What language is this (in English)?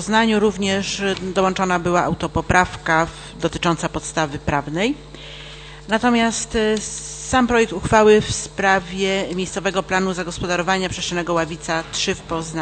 Polish